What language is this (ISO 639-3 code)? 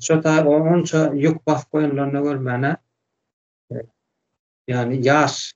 tuk